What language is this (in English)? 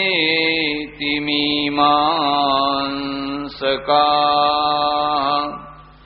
Gujarati